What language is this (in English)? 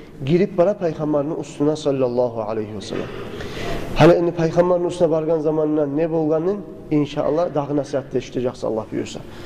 Kumyk